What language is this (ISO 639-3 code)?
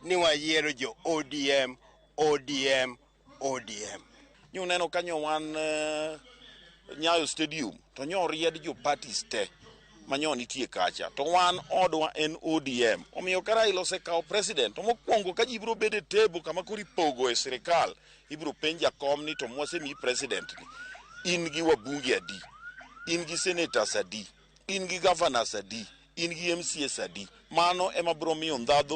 luo